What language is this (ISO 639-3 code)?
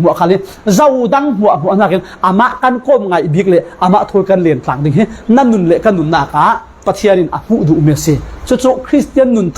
cfm